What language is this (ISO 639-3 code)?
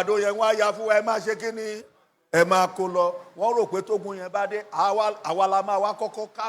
yor